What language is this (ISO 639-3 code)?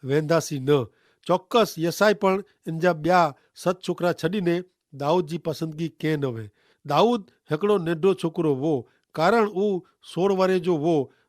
kfr